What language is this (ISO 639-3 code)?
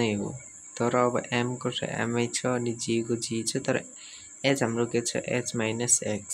nep